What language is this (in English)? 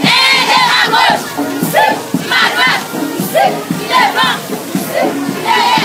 Haitian Creole